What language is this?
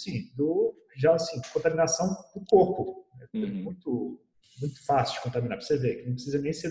Portuguese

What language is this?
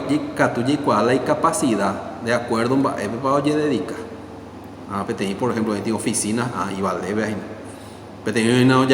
Guarani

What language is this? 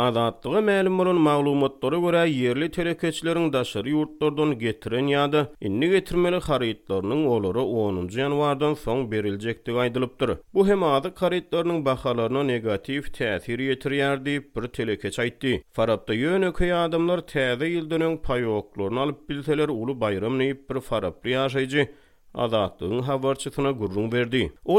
Turkmen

